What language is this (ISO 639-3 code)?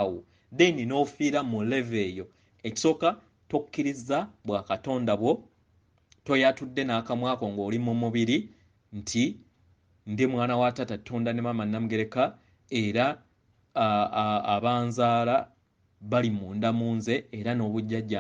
lug